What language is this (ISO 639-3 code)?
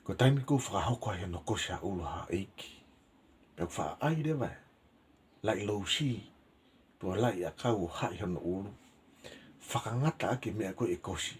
ton